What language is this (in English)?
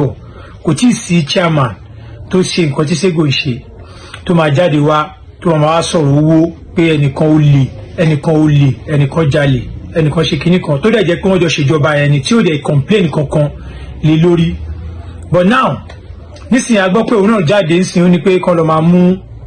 Yoruba